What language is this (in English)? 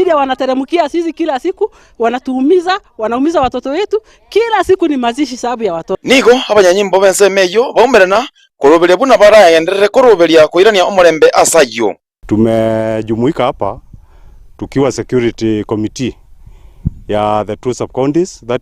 Gusii